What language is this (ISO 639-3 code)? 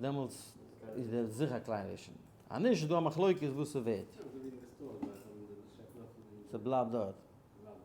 yid